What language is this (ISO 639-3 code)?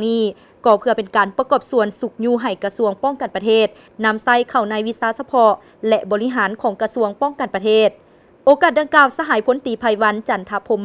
lao